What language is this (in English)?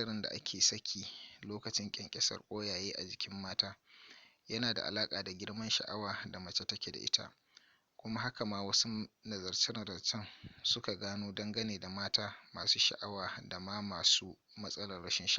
Hausa